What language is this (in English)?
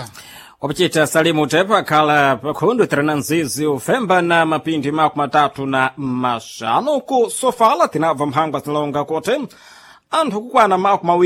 Sena